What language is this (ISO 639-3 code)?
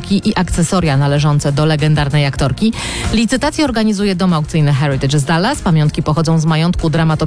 pol